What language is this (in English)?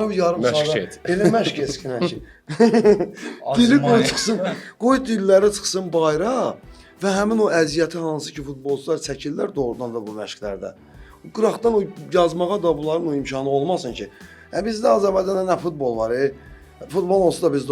Azerbaijani